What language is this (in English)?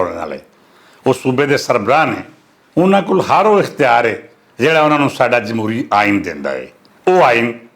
Western Panjabi